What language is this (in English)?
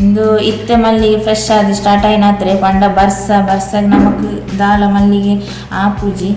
Tulu